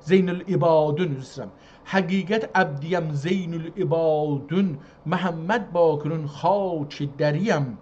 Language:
South Azerbaijani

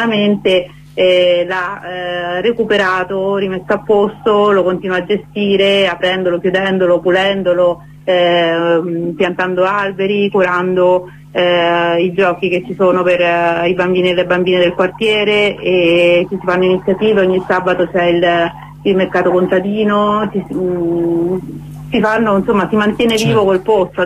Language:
Italian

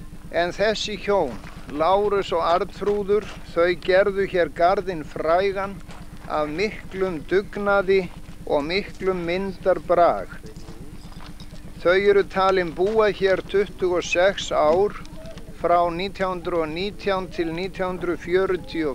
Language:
Icelandic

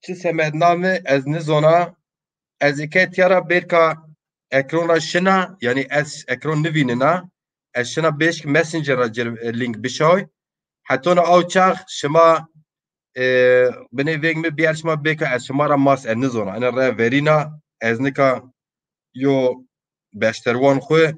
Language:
Zaza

